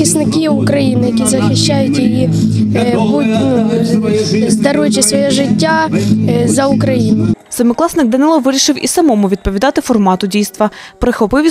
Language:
Ukrainian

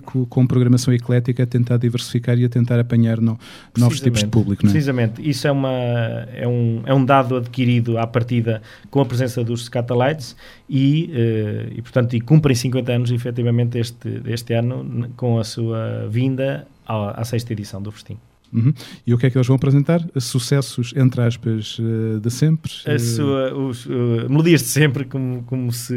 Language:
Portuguese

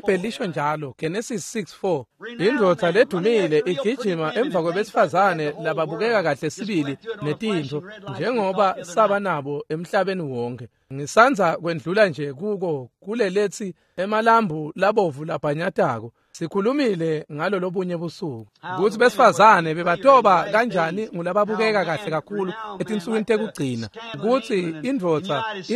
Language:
Swati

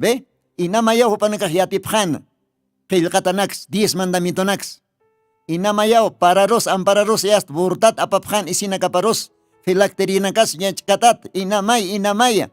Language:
Aymara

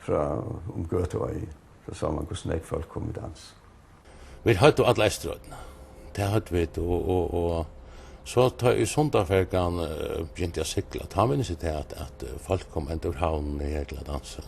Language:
Faroese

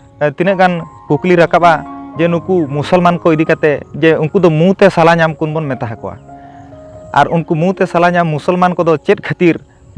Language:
Santali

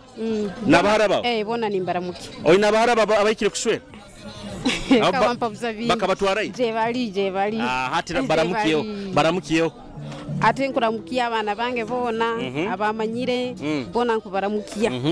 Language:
Nyoro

